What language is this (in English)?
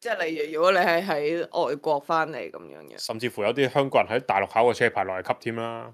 Cantonese